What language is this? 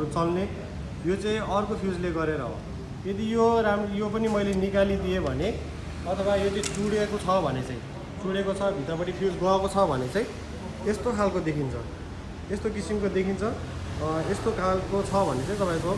Nepali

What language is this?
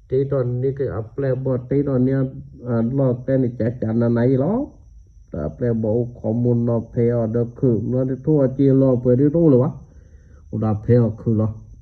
S'gaw Karen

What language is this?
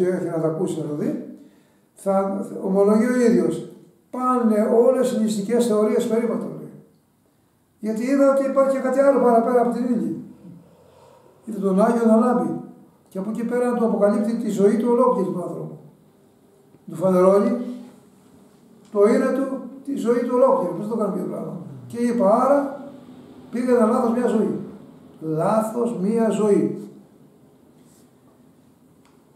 Greek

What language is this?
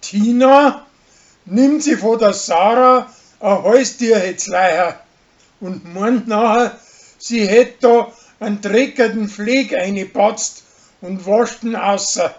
Bavarian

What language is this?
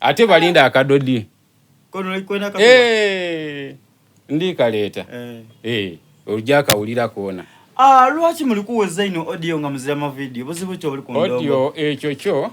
Soga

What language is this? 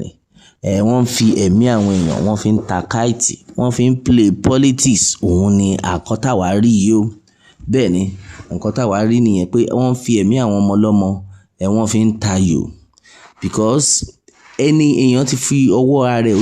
Yoruba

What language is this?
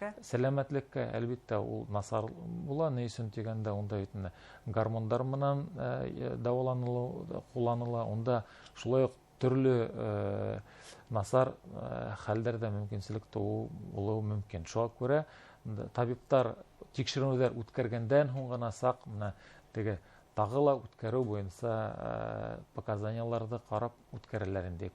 Bashkir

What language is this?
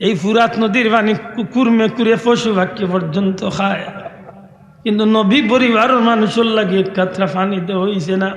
Sylheti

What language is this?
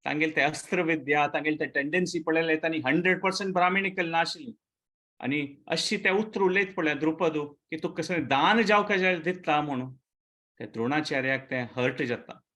Konkani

